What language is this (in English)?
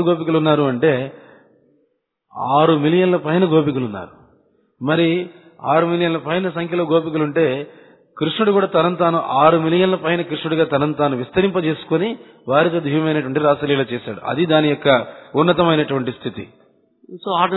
Telugu